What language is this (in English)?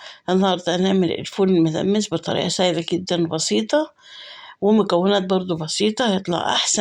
Egyptian Arabic